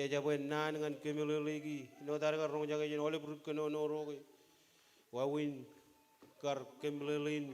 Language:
Marshallese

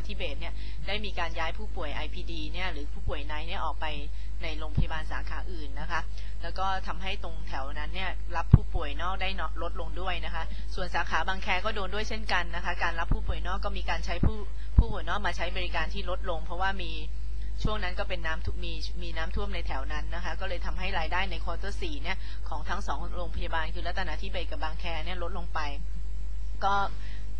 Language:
Thai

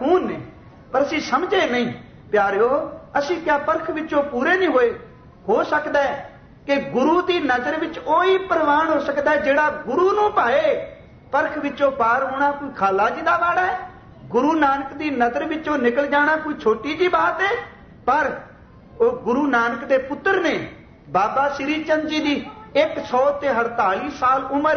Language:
Punjabi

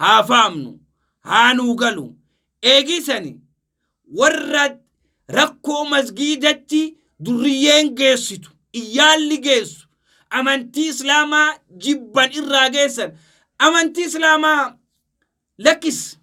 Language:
Oromo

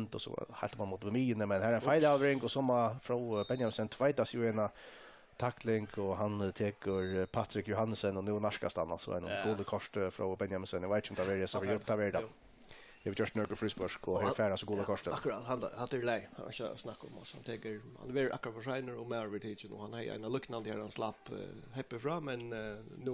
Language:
Faroese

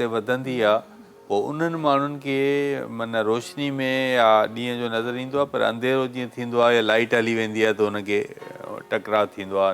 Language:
Sindhi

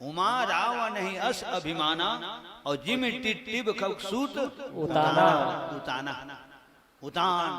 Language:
Chhattisgarhi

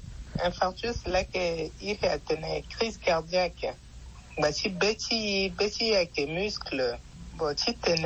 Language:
Sango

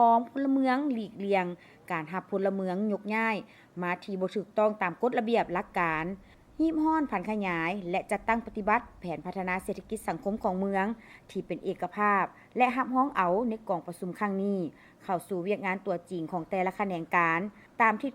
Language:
Lao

